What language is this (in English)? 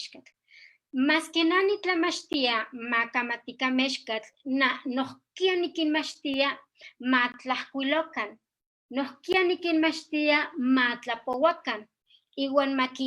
Eastern Huasteca Nahuatl